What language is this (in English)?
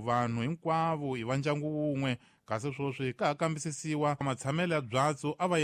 Tsonga